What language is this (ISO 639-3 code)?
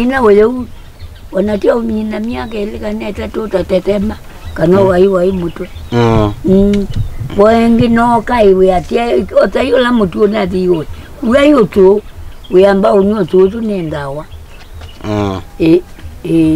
kam